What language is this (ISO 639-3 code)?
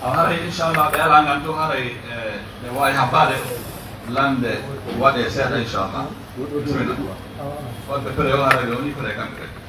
fuf